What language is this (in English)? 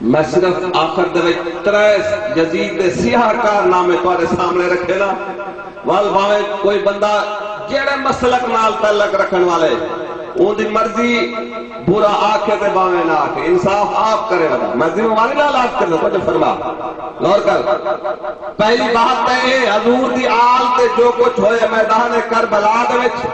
Saraiki